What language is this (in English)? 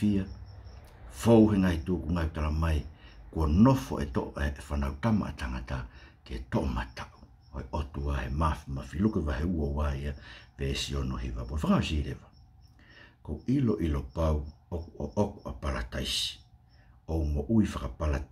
Tongan